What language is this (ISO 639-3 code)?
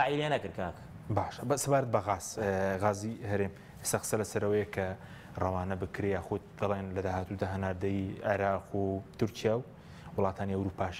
ckb